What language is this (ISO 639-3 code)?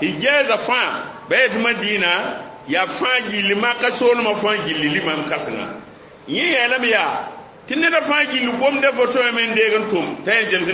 mos